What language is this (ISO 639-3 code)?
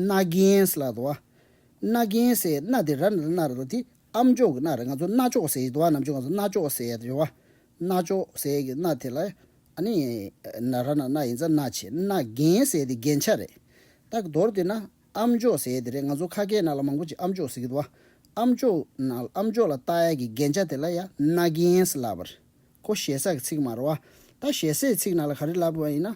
bod